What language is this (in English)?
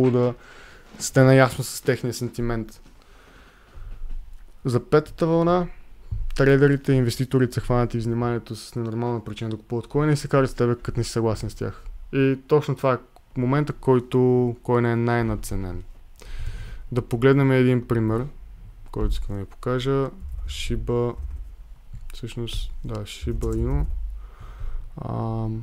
Bulgarian